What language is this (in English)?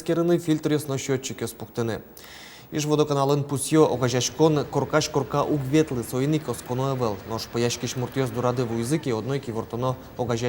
Udmurt